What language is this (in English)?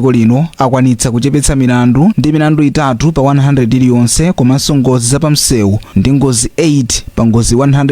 Nyanja